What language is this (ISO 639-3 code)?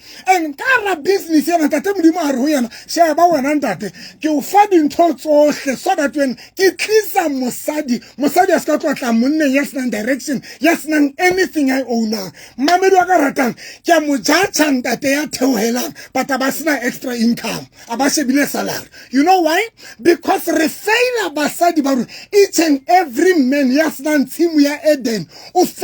sot